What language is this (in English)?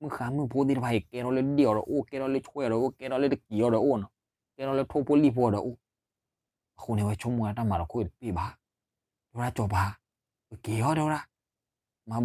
S'gaw Karen